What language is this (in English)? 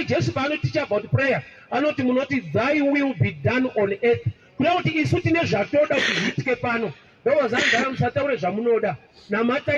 Shona